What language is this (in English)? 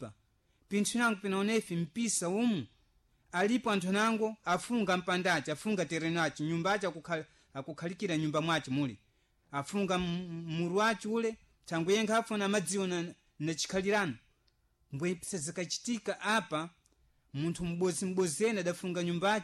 Sena